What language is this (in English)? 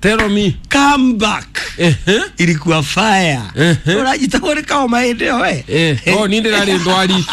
Kikuyu